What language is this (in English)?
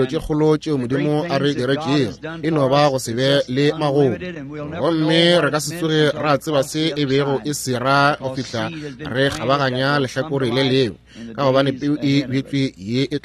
Northern Sotho